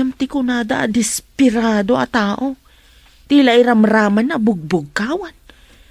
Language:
Iloko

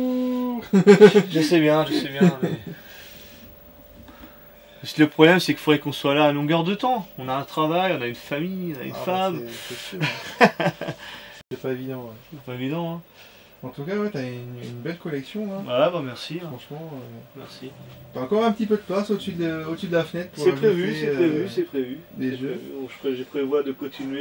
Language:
French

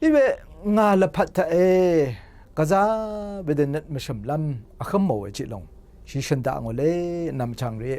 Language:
Rawang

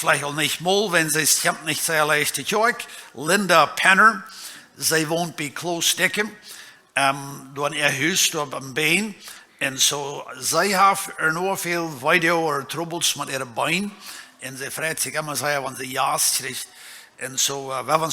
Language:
Plautdietsch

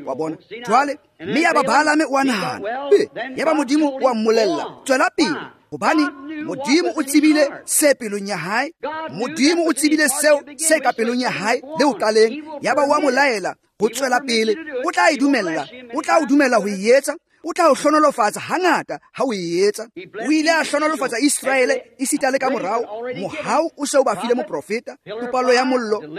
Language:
Tswana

